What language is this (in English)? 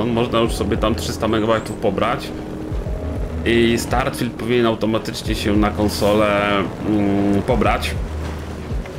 Polish